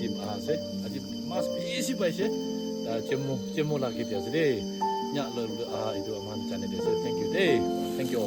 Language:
Naga Pidgin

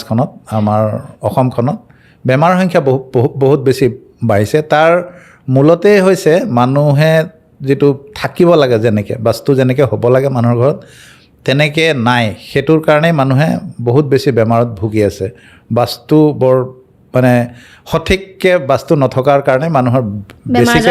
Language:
Assamese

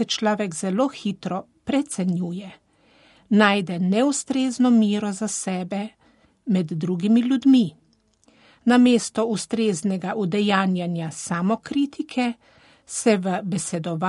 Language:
Slovenian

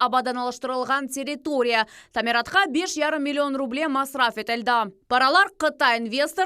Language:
Crimean Tatar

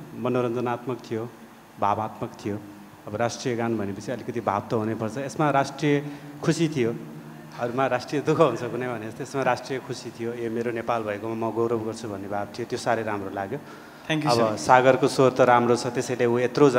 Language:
Nepali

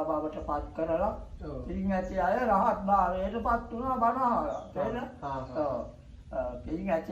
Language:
Sinhala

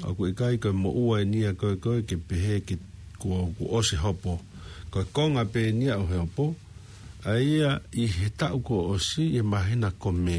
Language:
Tongan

